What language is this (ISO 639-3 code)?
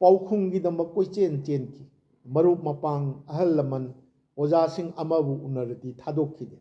mni